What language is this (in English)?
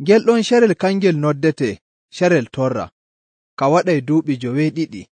Nigerian Fulfulde